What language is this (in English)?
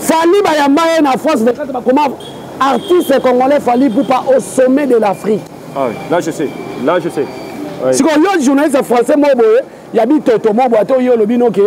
Lingala